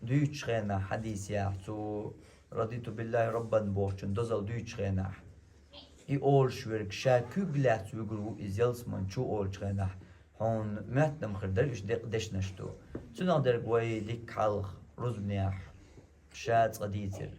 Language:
Chechen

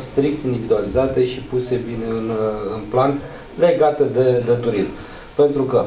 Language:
Romanian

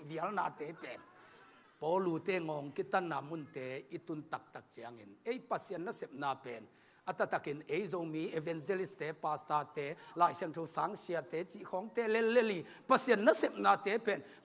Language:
Tedim Chin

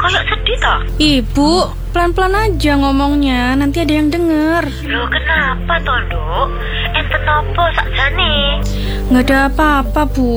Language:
Indonesian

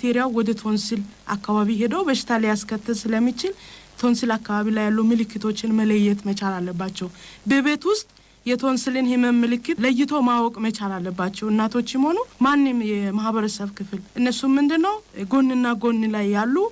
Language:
Amharic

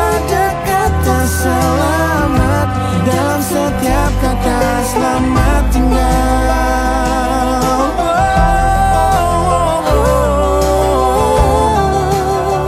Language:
Indonesian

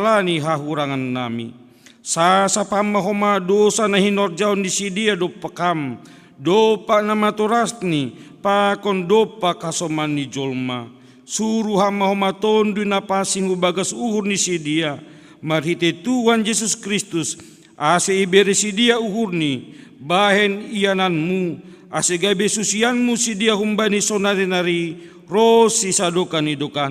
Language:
Batak Simalungun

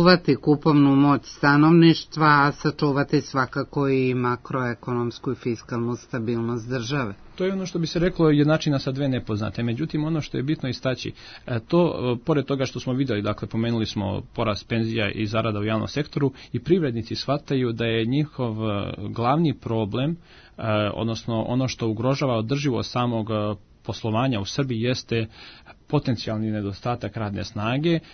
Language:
Serbian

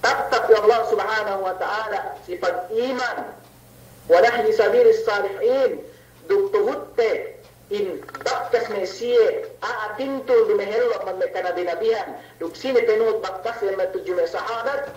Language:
Yakan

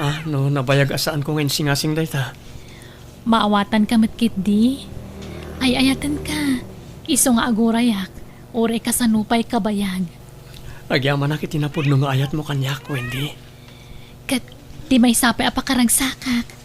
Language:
Iloko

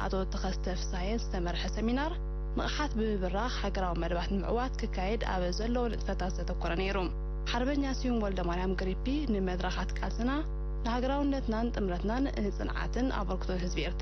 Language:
Tigrinya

